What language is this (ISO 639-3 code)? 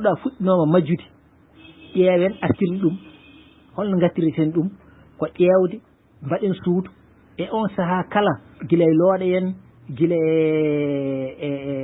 ful